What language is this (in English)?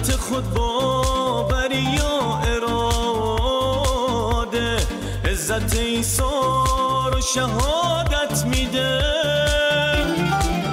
Persian